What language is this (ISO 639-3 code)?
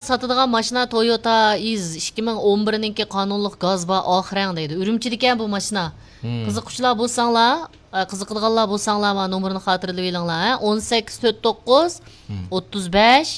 uig